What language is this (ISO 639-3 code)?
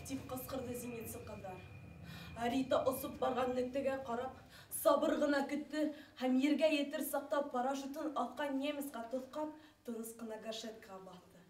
bak